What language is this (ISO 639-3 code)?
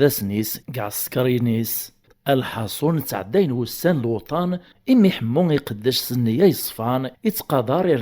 kab